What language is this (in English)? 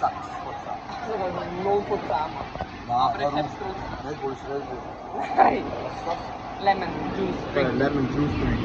Swiss German